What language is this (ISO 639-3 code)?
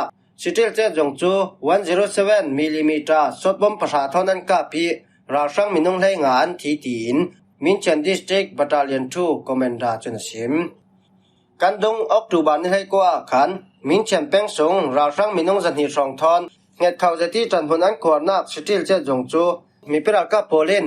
cfm